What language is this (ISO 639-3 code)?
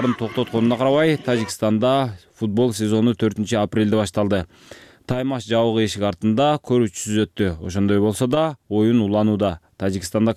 kir